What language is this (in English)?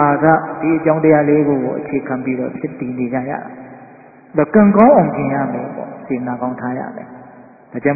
Burmese